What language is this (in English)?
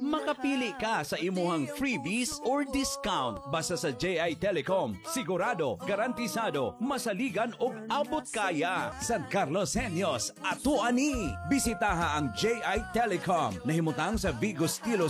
Cebuano